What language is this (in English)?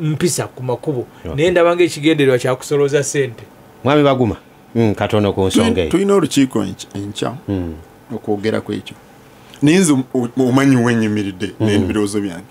Ganda